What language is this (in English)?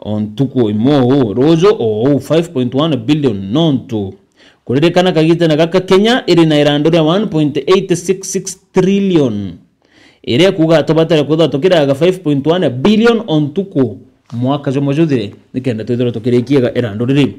Meru